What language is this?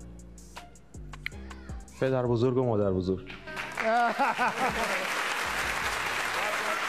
Persian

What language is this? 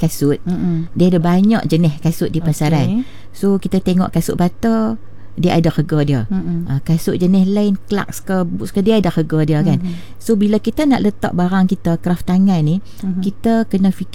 Malay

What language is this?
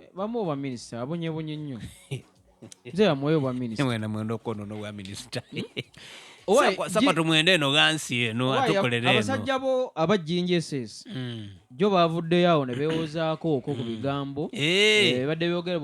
Ganda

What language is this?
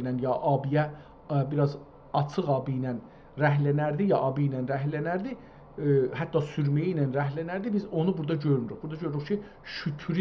South Azerbaijani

